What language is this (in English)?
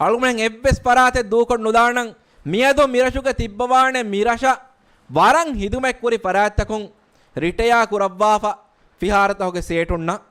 Divehi